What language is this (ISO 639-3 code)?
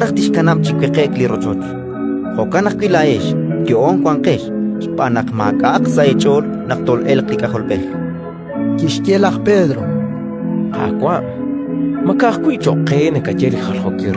kek